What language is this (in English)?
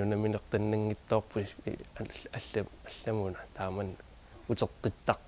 Kalaallisut